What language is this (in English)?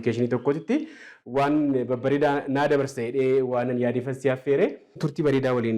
Oromo